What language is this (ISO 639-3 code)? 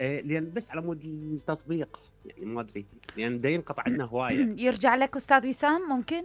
acm